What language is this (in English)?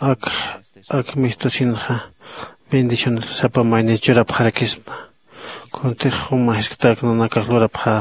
Aymara